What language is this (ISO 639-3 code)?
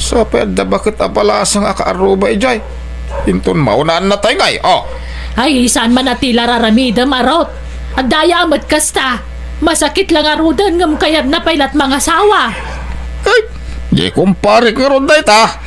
ilo